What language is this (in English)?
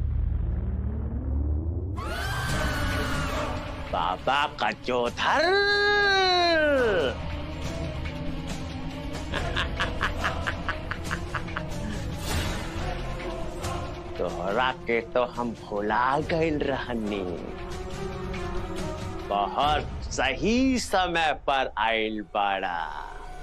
Bhojpuri